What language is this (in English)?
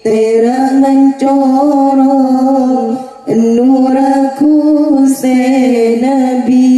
Madurese